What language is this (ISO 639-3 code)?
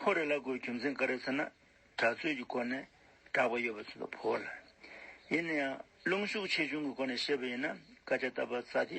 bod